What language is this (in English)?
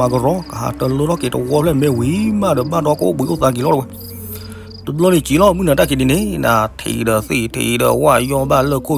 S'gaw Karen